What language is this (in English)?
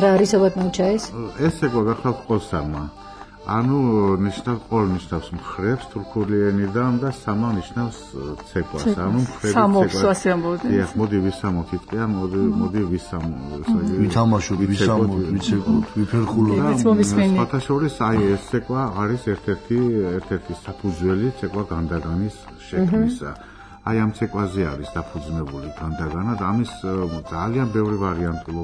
Georgian